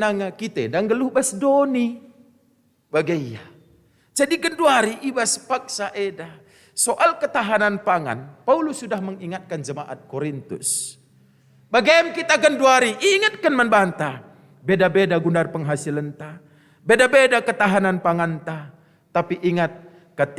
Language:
Batak Karo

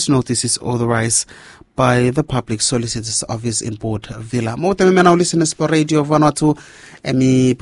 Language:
Bislama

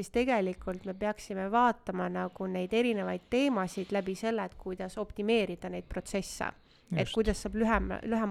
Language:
Estonian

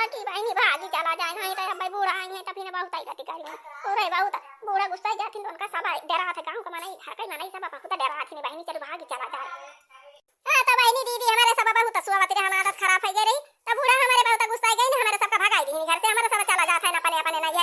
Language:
Awadhi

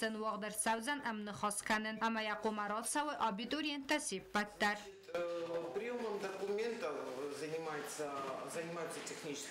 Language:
Ossetic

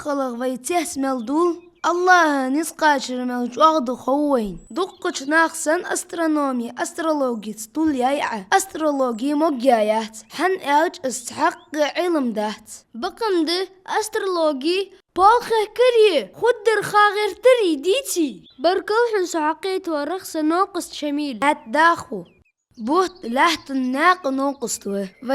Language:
Ingush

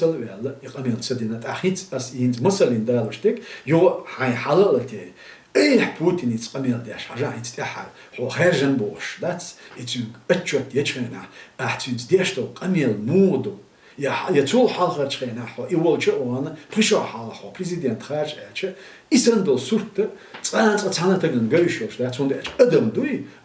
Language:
Chechen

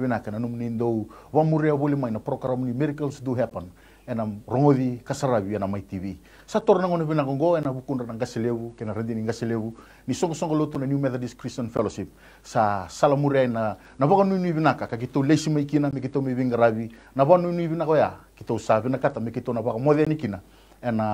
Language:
Fijian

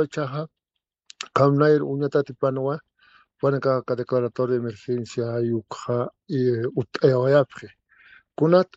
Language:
Aymara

